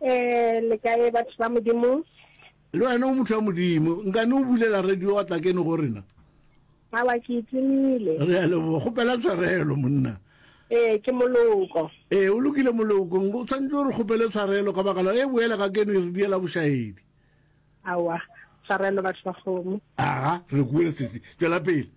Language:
Northern Sotho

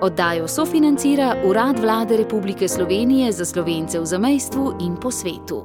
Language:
Slovenian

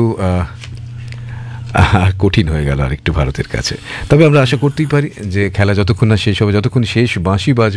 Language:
Bangla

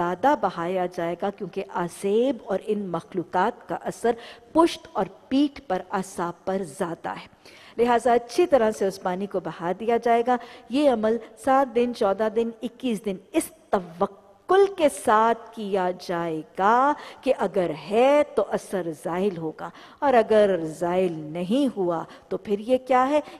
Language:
Urdu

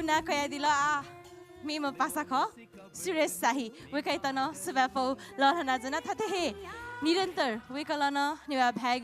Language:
Newari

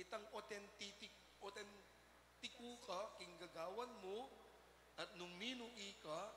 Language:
Pampanga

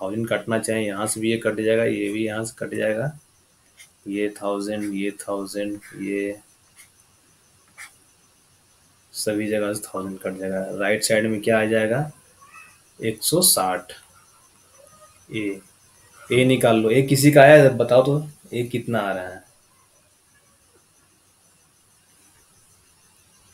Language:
Hindi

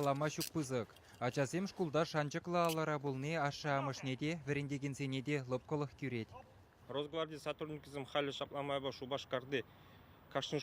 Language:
Chuvash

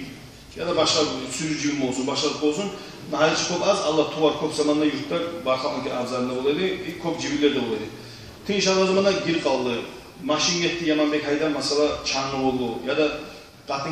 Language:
Kumyk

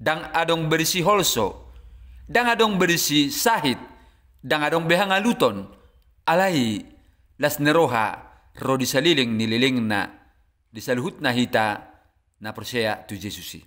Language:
Batak Toba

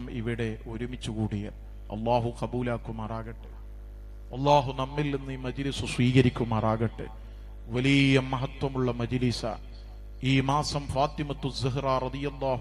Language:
Malayalam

